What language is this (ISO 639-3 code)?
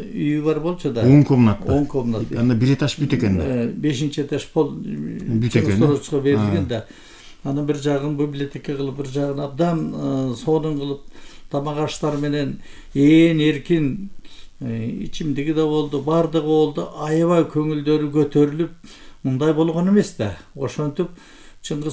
kir